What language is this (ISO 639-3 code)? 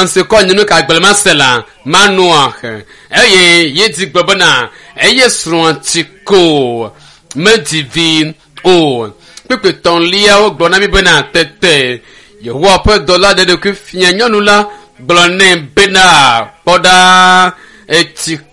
ewe